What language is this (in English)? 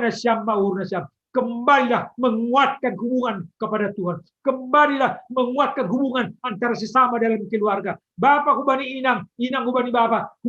Batak Simalungun